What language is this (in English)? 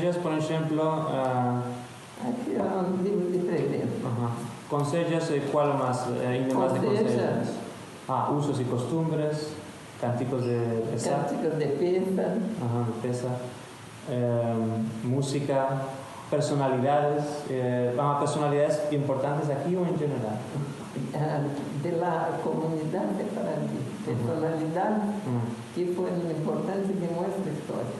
Ladino